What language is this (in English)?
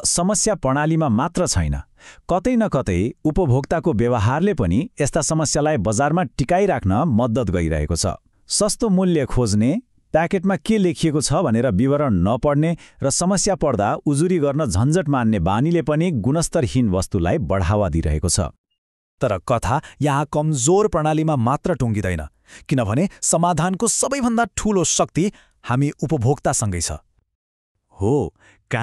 Nepali